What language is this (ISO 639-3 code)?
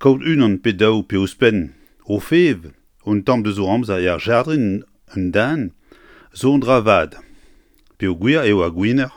bre